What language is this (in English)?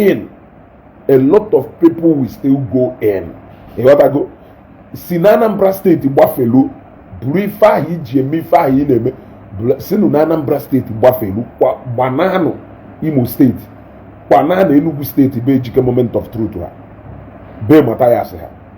Igbo